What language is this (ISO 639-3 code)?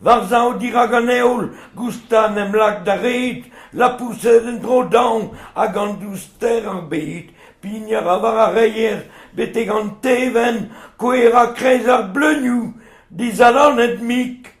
bre